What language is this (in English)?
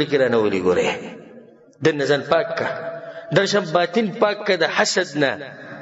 Pashto